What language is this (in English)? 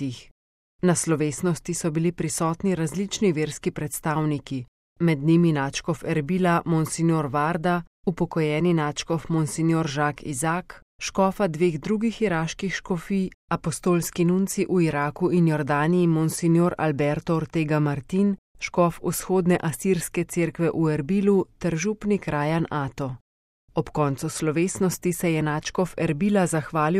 Slovenian